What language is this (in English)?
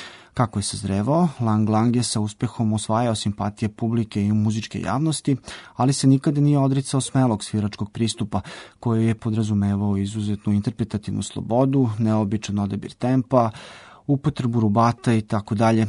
Serbian